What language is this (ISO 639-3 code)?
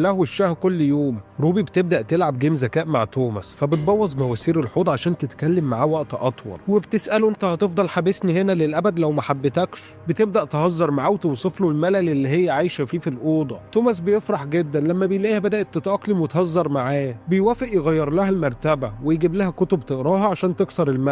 arz